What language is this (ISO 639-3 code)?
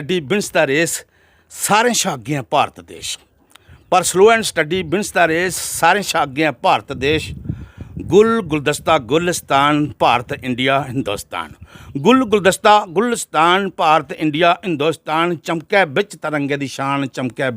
doi